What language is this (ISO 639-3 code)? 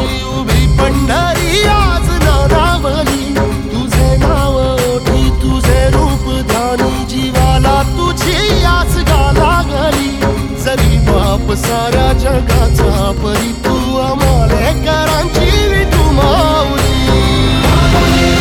mar